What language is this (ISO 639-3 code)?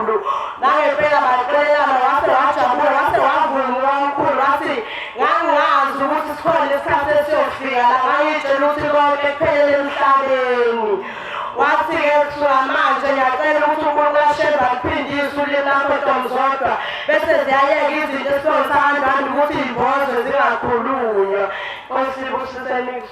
zul